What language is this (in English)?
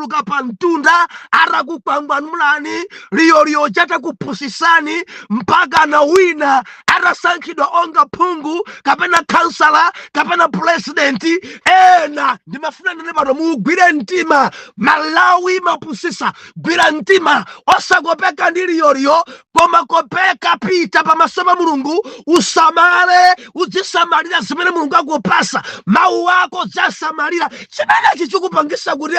Nyanja